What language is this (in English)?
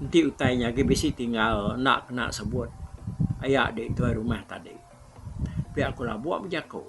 Iban